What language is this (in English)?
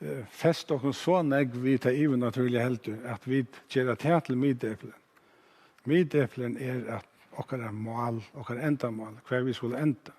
Faroese